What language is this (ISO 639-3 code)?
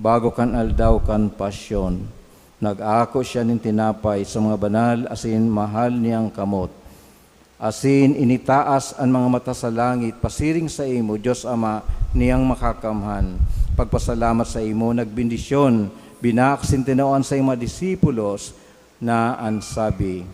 bik